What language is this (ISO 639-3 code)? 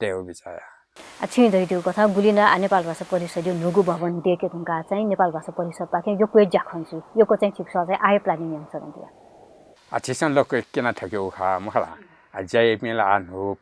new